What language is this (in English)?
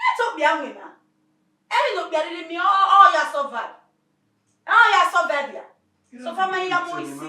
Bini